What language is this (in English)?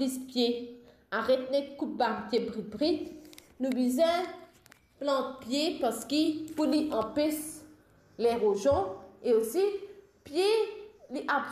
Morisyen